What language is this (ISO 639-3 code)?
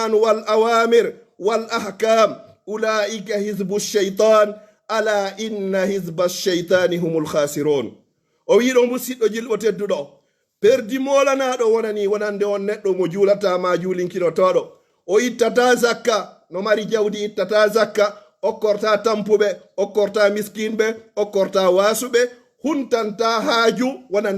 fuf